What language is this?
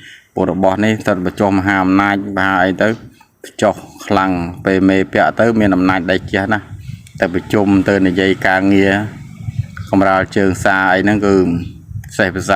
Khmer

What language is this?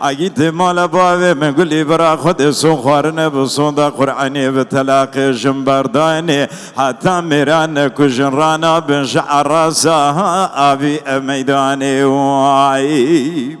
Kurdish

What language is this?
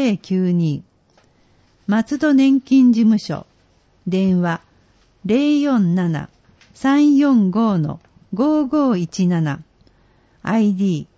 Japanese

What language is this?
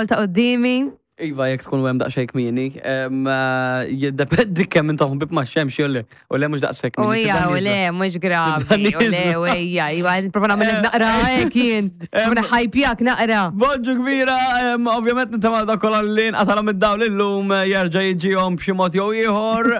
Maltese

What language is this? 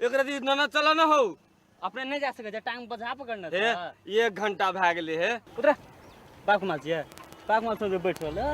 Maithili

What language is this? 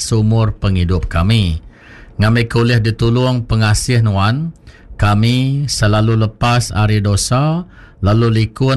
Iban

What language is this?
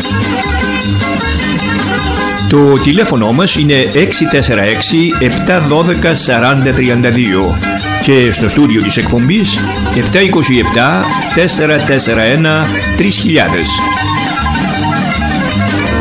Greek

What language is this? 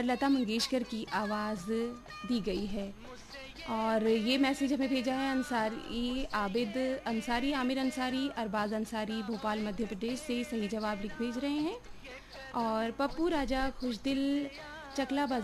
Hindi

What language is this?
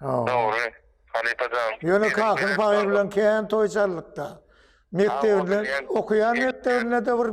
Turkmen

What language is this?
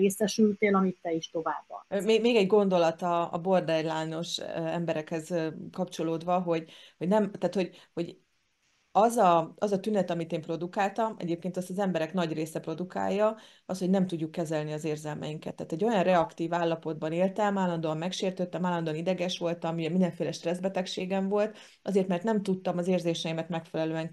Hungarian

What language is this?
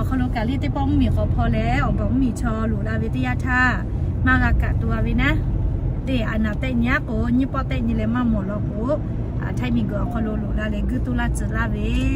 Lahu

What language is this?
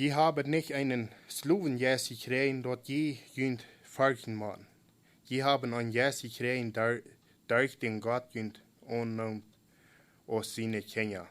Plautdietsch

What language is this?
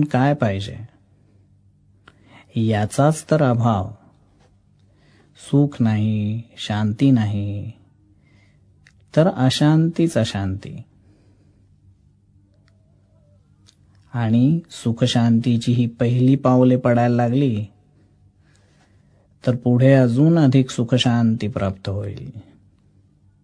Marathi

